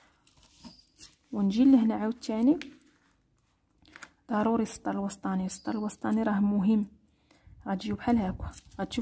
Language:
Moroccan Arabic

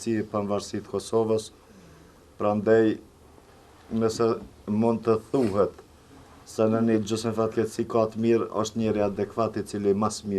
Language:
Albanian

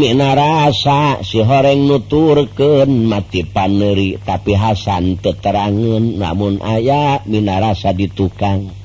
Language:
Sundanese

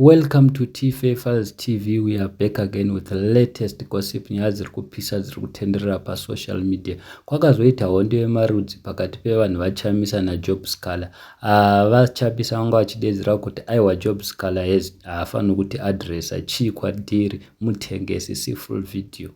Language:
Shona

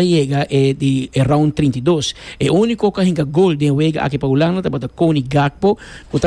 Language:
Papiamento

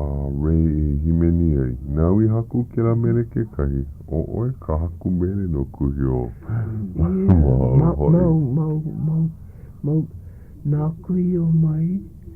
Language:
Hawaiian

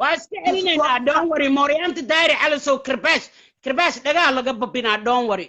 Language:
Somali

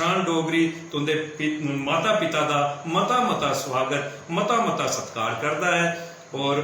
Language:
Dogri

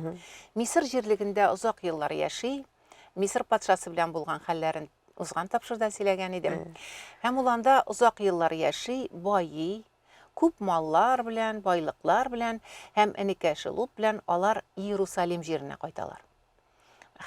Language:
Tatar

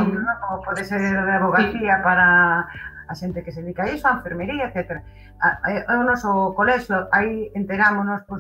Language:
Galician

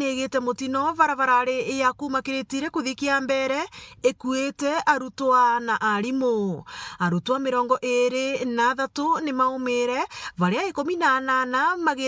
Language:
Meru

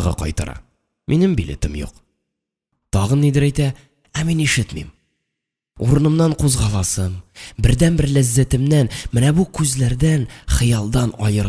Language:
Tatar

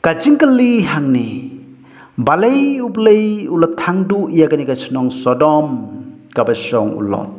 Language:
Khasi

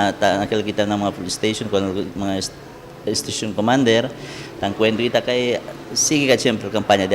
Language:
Chavacano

